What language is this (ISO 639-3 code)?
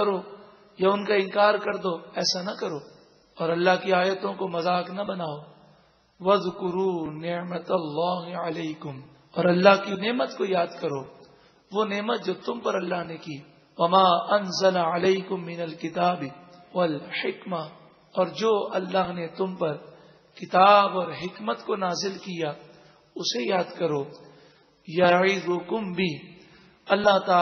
urd